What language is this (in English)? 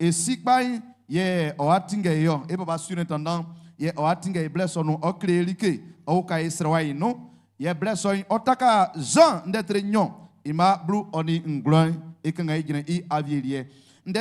Baoulé